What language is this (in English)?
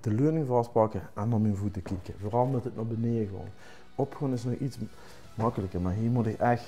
Limburgish